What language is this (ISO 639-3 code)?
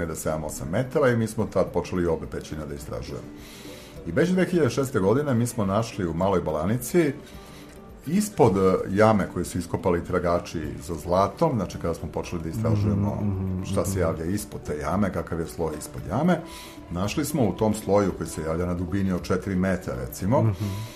srp